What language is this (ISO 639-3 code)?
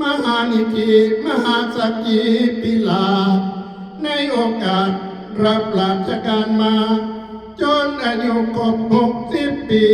tts